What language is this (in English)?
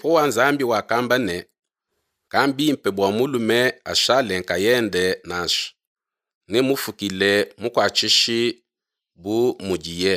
Luba-Lulua